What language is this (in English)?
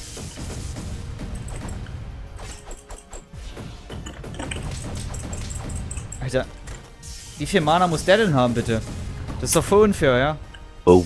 German